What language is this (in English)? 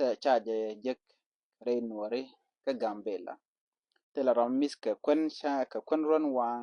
Nuer